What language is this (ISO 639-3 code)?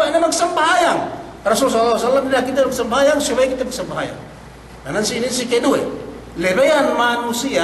yka